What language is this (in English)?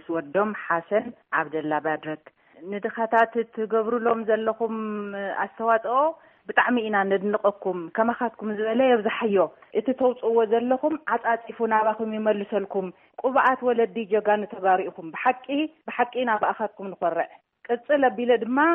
Tigrinya